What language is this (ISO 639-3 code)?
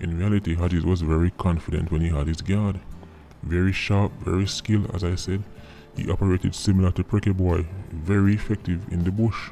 jam